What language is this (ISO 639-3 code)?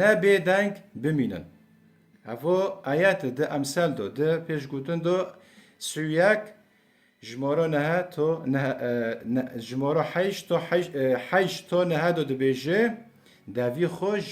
kur